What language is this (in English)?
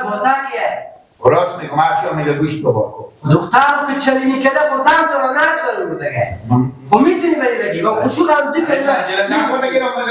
Persian